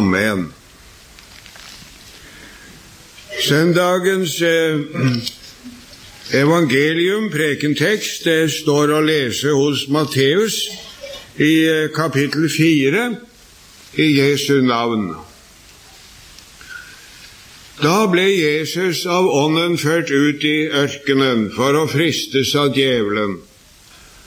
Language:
Norwegian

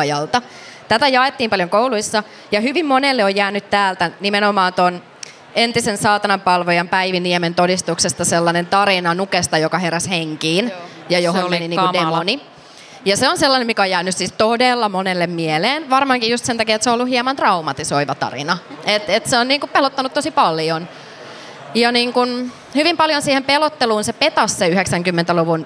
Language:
Finnish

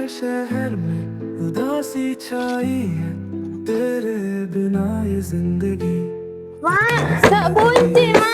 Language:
Madurese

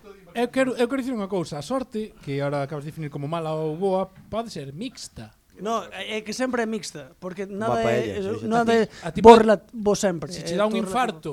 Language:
Galician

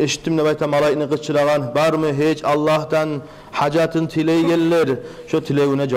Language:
Kumyk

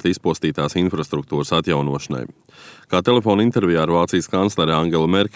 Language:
Latvian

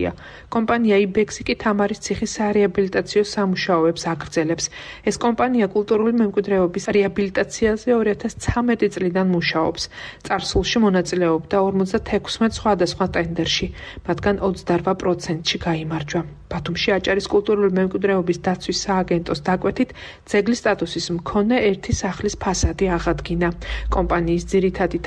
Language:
Georgian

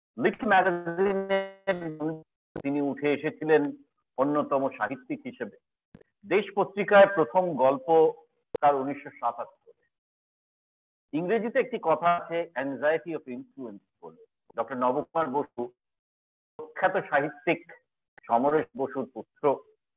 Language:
Bangla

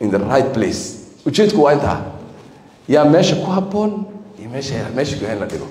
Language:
Somali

